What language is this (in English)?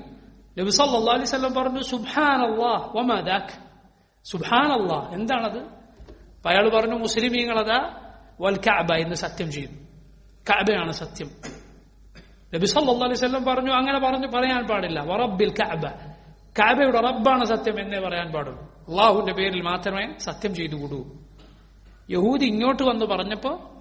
Malayalam